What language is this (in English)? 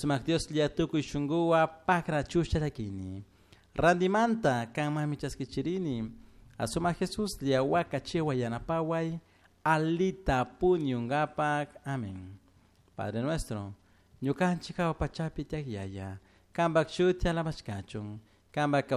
Chimborazo Highland Quichua